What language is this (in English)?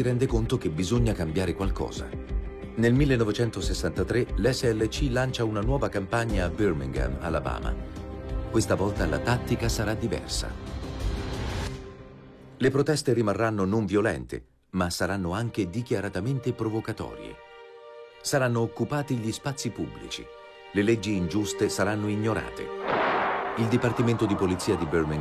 Italian